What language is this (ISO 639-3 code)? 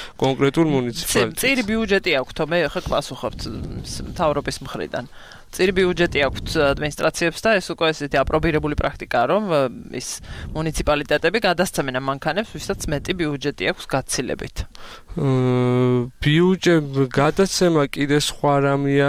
kat